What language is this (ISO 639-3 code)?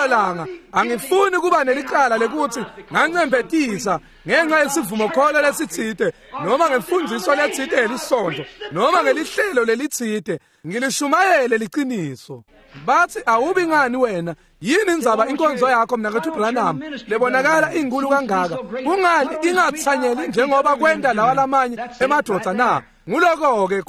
ssw